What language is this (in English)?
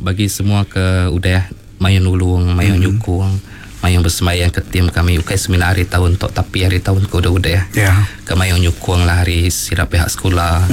Iban